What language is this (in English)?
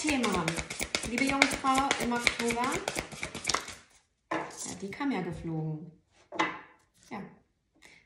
German